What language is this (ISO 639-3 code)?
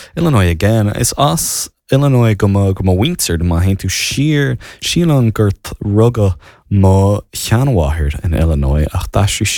gle